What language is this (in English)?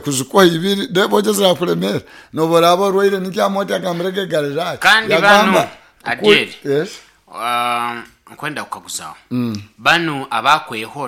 Nyoro